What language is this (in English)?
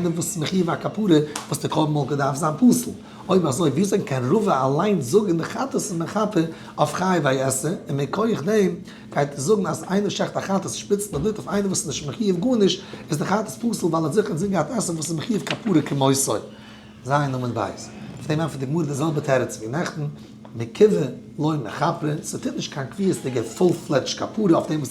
Yiddish